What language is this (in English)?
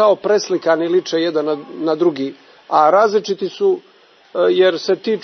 Croatian